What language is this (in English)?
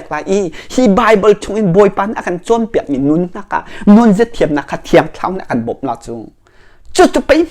Hakha Chin